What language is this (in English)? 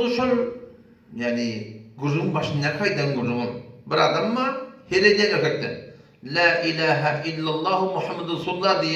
Turkmen